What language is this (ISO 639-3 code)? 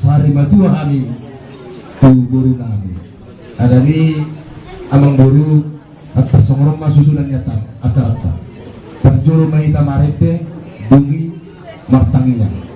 bbc